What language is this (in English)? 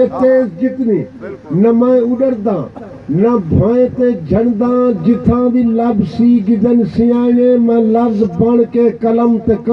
Saraiki